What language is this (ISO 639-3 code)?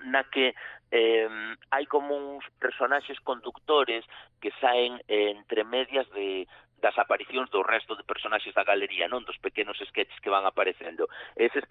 glg